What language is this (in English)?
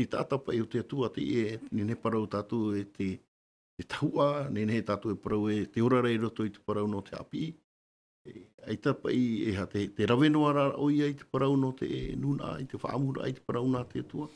Tahitian